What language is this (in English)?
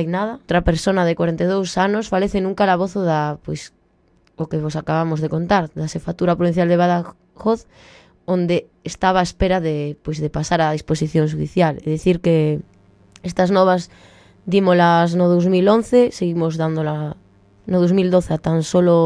Galician